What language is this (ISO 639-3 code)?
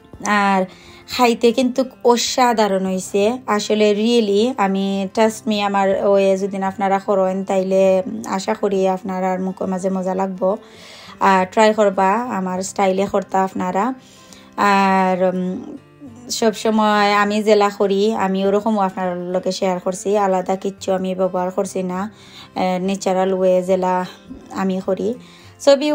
ben